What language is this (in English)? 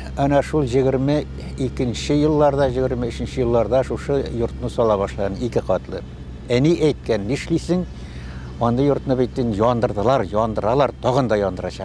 Bashkir